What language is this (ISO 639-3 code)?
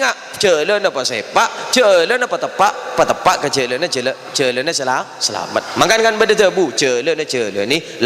mad